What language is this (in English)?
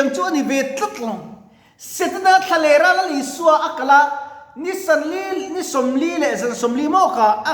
Mizo